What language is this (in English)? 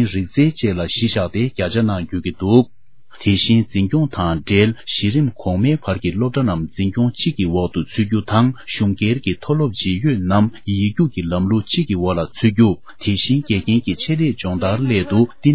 Tibetan